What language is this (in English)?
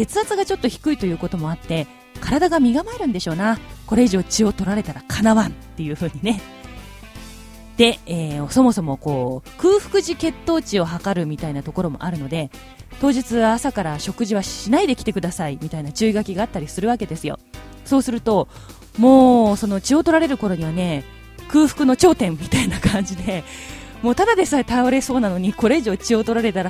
Japanese